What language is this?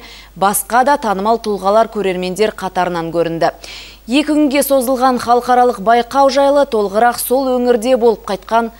Kazakh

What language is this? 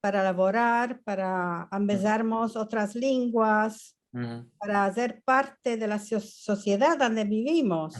Ladino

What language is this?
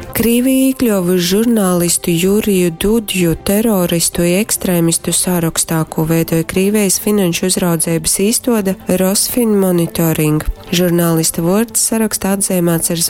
Latgalian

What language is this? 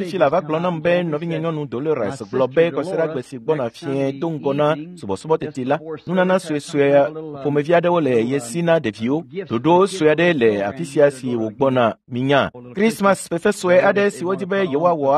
Ewe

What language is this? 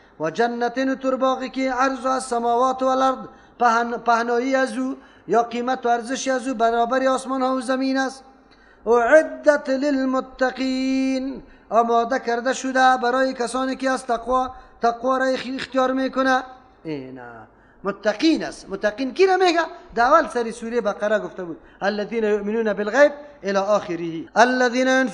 Persian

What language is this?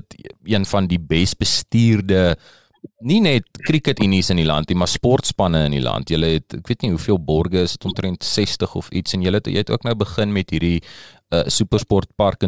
Afrikaans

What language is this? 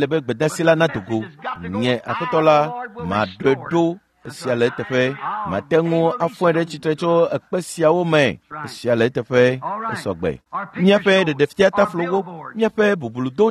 Ewe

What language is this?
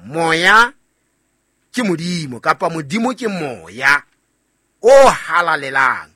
Southern Sotho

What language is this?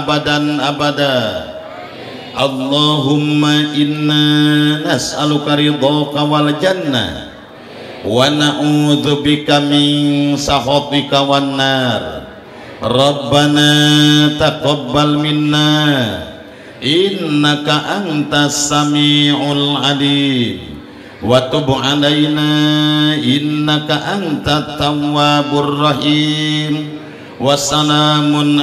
Sundanese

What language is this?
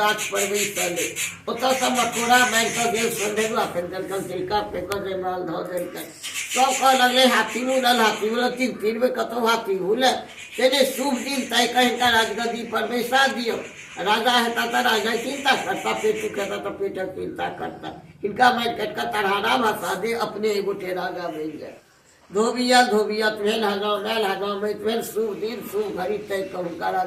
Maithili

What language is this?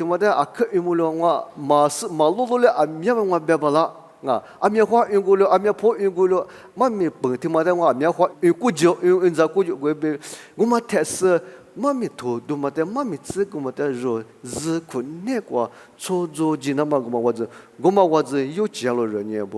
Lisu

